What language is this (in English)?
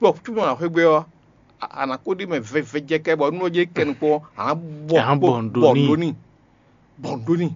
Fon